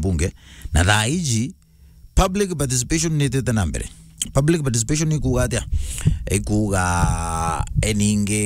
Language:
Meru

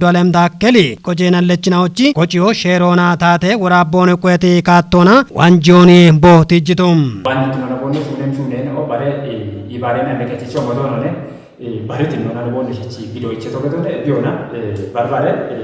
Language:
Kafa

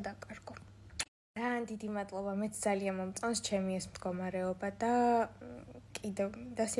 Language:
Georgian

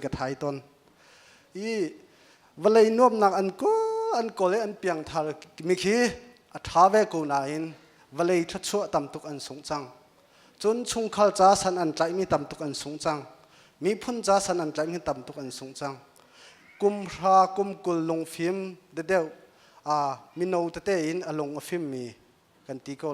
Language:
Hakha Chin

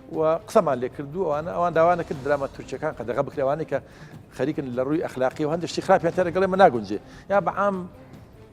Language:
Central Kurdish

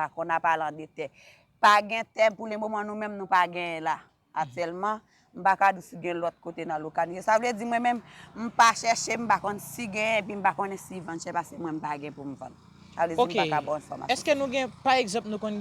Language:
Haitian Creole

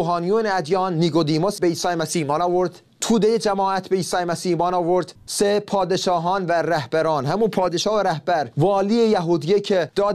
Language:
Persian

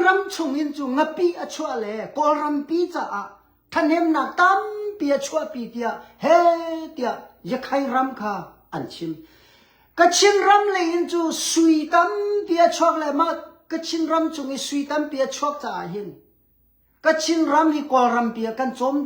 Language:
Hakha Chin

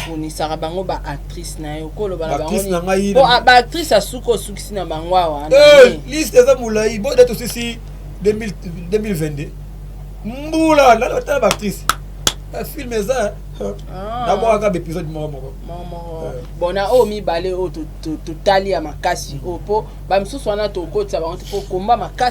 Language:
Lingala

